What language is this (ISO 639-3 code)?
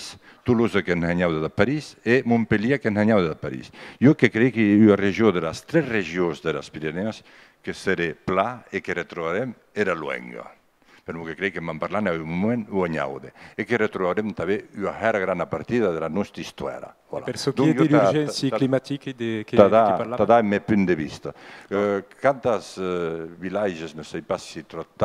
oci